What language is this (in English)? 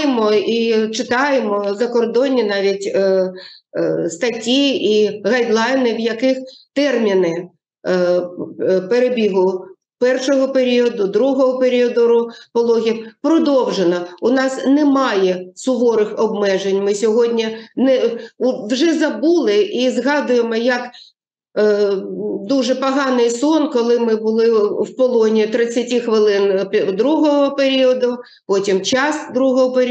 Ukrainian